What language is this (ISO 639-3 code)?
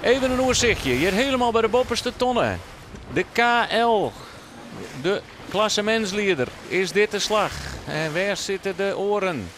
fry